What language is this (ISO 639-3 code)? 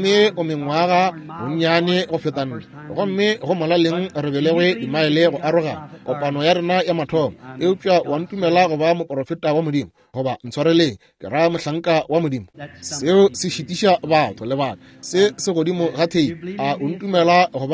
nso